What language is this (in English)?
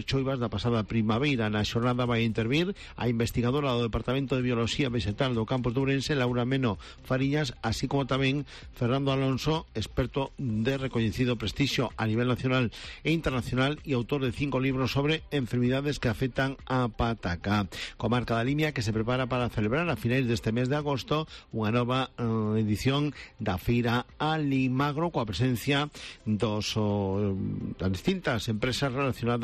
Galician